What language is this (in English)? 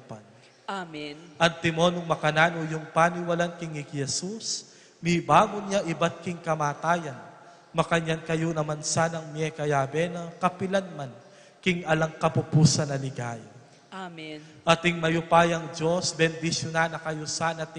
Pampanga